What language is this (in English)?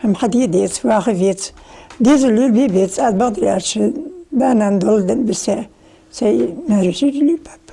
Ingush